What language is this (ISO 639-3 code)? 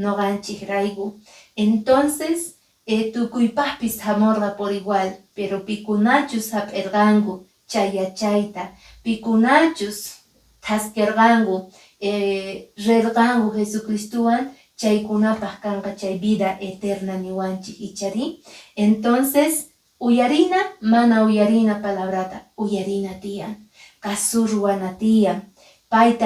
que